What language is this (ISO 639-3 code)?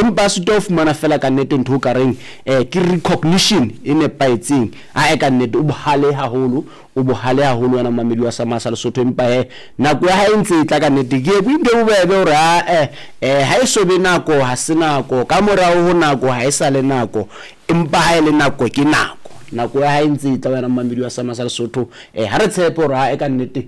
sot